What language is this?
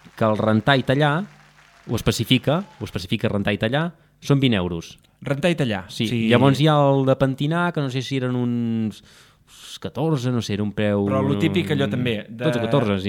Catalan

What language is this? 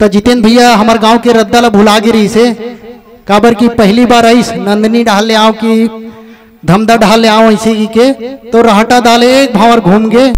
Chhattisgarhi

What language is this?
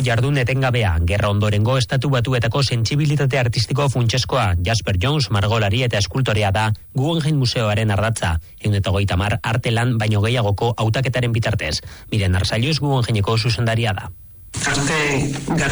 Basque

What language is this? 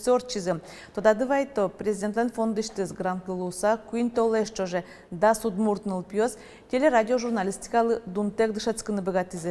Udmurt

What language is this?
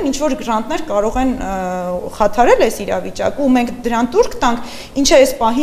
Armenian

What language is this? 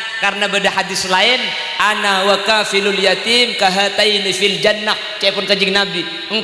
Madurese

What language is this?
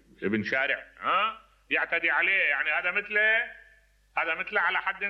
Mesopotamian Arabic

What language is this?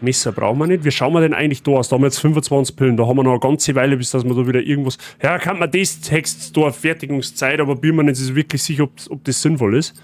Bavarian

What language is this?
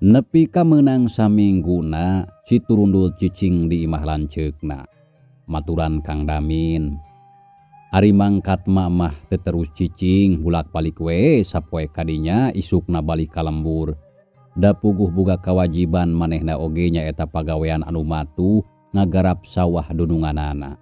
Sundanese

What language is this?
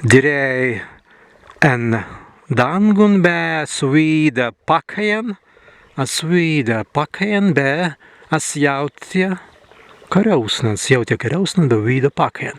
Prussian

